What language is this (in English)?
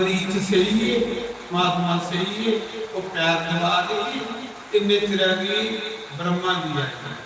Dogri